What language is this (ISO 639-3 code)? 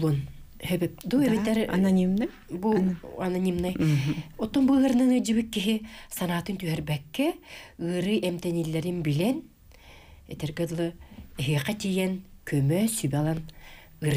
sah